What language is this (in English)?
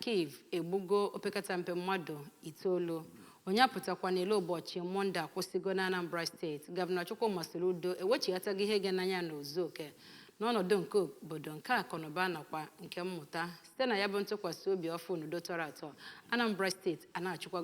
Igbo